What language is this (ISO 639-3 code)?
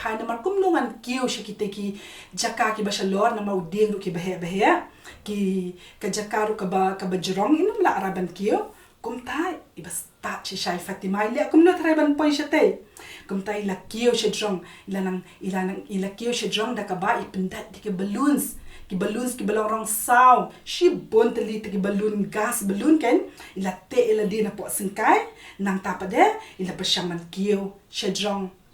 kha